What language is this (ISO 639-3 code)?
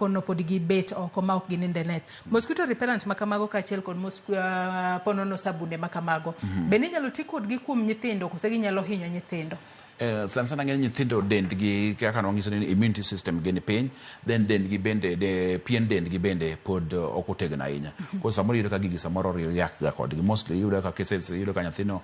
luo